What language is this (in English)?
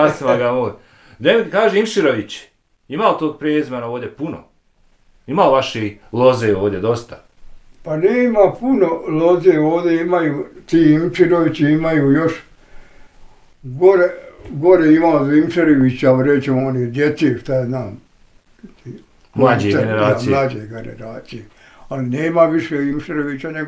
Bosnian